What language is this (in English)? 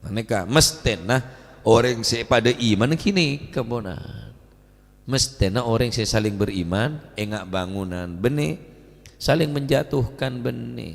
Madurese